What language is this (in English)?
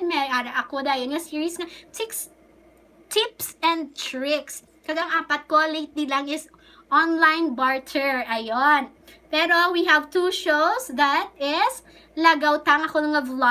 Hiligaynon